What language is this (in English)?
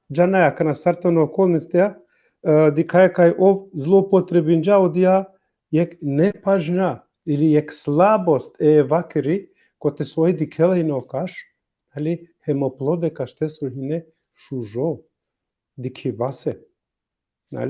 Balkan Romani